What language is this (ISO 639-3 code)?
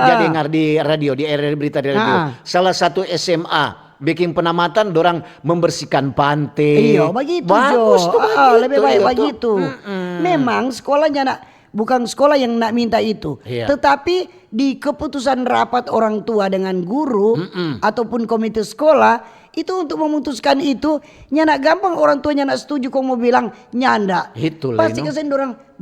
xmm